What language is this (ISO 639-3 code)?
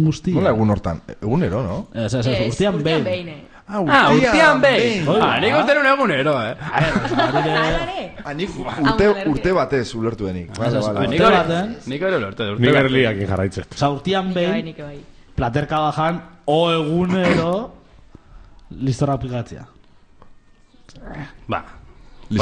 eus